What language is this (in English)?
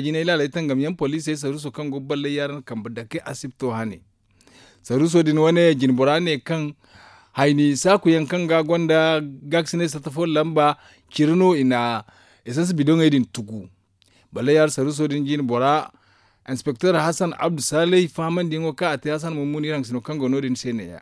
Zarma